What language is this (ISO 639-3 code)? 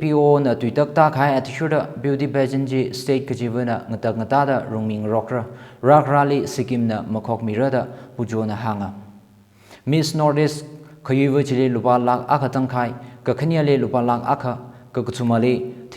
nmf